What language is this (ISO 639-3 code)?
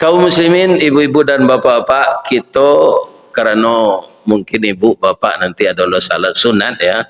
min